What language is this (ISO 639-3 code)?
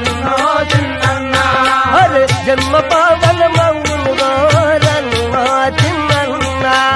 tel